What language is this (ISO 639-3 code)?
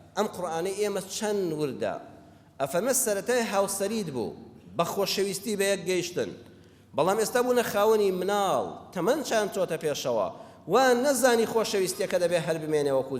ckb